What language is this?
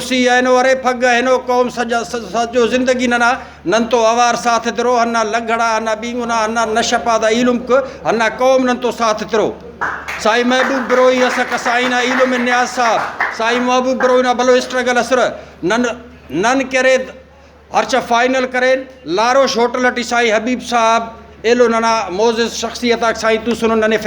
Brahui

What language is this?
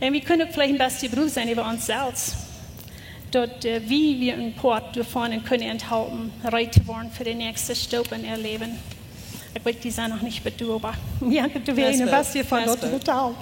Plautdietsch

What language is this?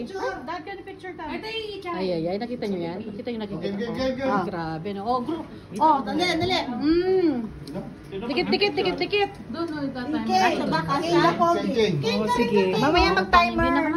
Filipino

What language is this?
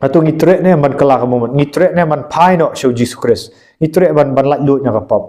Khasi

